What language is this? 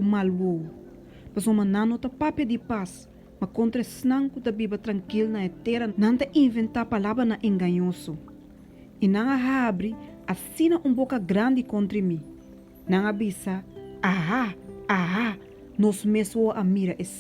Papiamento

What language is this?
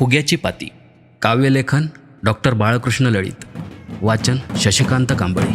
Konkani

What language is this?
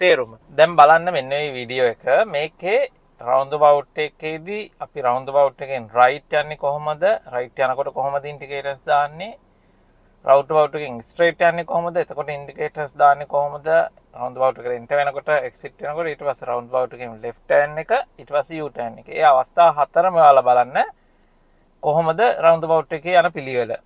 Sinhala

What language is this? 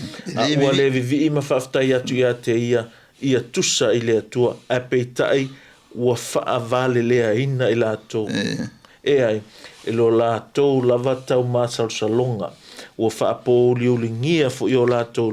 Samoan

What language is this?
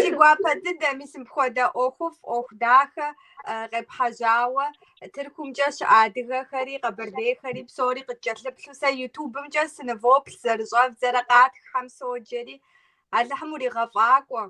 Kabardian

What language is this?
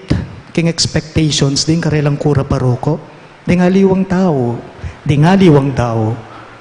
Pampanga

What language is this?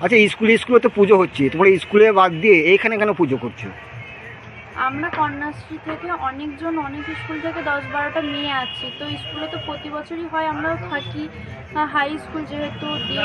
Bangla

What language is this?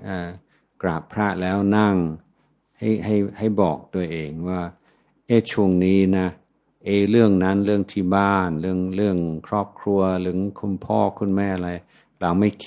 Thai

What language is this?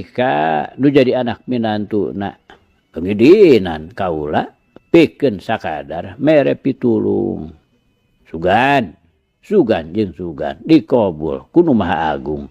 Sundanese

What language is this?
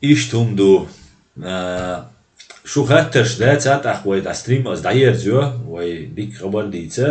Chechen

